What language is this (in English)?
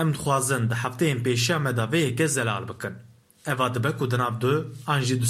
Kurdish